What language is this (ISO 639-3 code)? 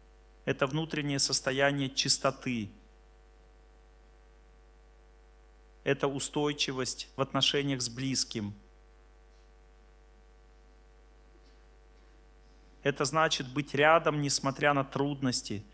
rus